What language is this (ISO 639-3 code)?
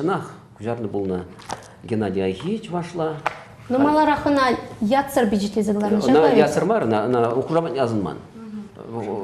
chv